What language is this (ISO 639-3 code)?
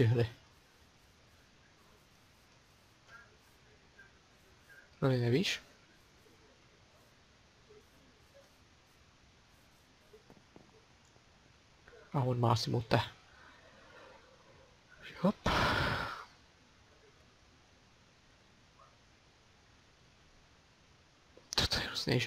ces